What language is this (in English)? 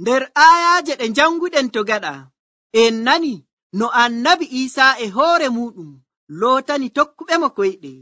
Nigerian Fulfulde